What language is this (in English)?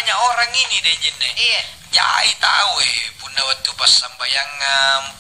Makasar